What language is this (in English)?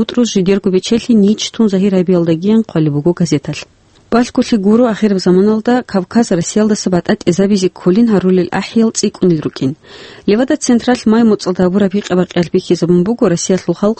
Avaric